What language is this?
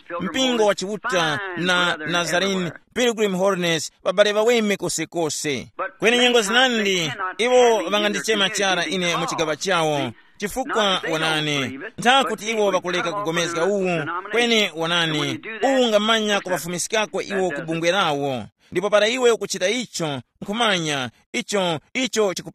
Tumbuka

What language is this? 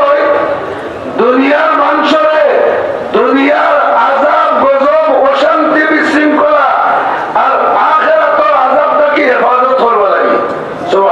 Sylheti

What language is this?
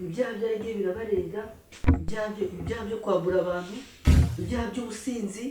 Kinyarwanda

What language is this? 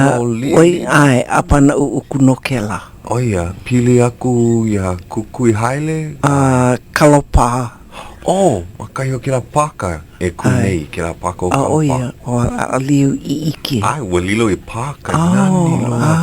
Hawaiian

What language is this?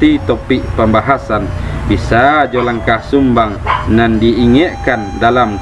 Minangkabau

